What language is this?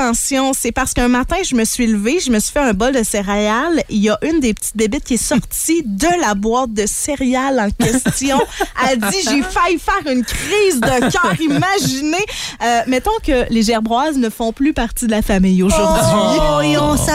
French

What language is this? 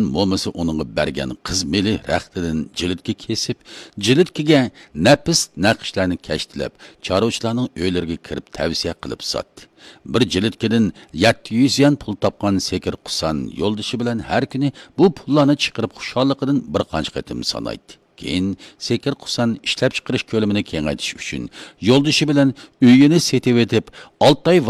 Uyghur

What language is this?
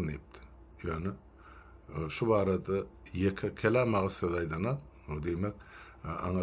Turkmen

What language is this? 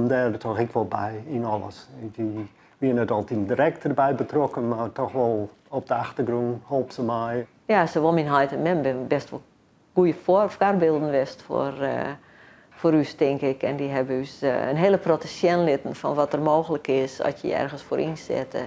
Western Frisian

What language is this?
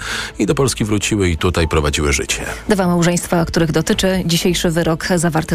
Polish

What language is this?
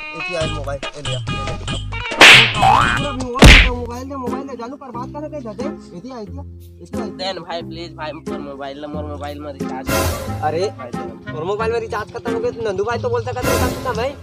Chhattisgarhi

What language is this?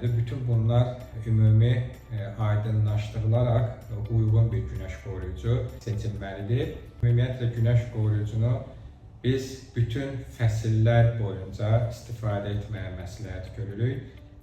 Azerbaijani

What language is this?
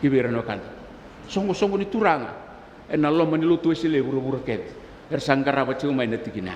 Fijian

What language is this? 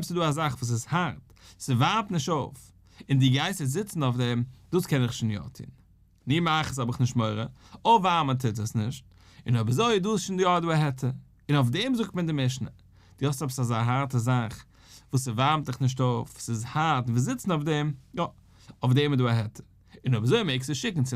Yiddish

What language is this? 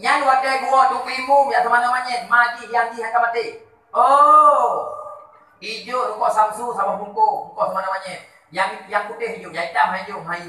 Achinese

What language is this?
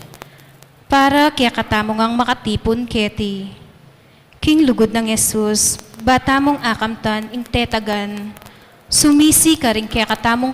Pampanga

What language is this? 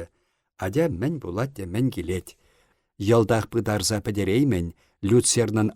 Chuvash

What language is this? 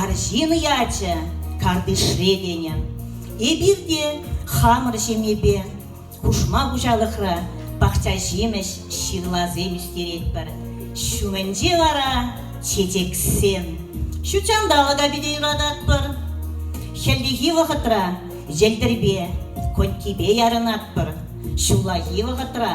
Chuvash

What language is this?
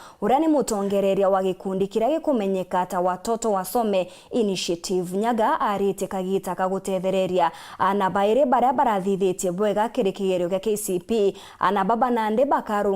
Meru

